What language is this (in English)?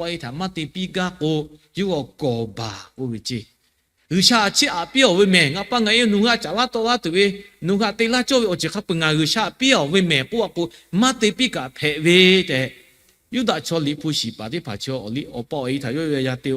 Lahu